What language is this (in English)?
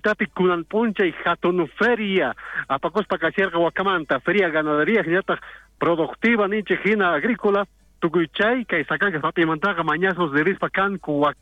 South Bolivian Quechua